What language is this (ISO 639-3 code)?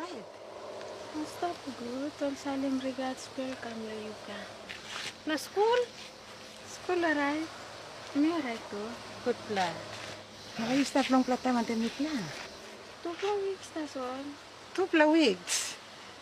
tpi